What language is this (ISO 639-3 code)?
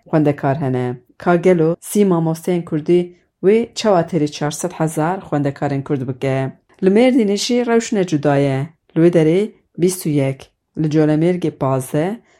kur